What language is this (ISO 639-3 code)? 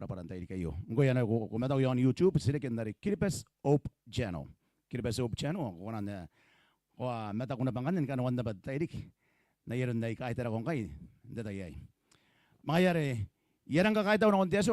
gil